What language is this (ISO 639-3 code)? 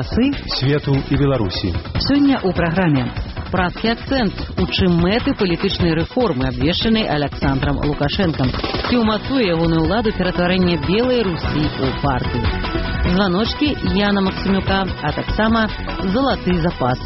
bel